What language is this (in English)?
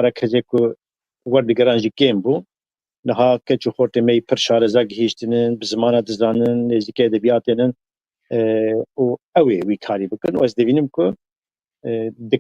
Kurdish